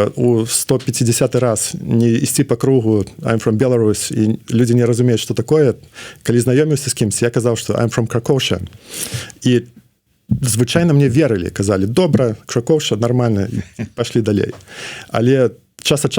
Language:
Belarusian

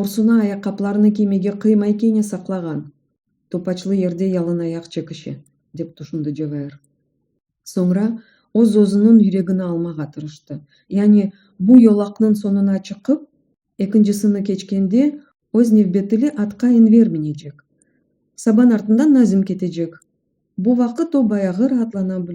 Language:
Crimean Tatar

